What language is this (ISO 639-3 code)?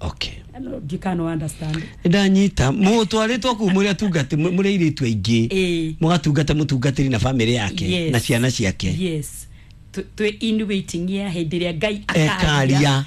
kik